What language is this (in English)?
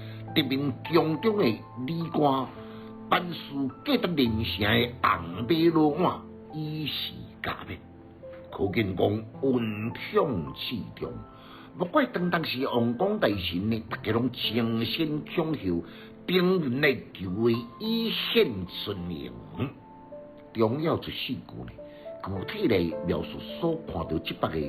Min Nan Chinese